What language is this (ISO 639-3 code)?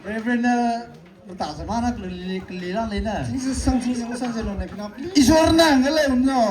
nma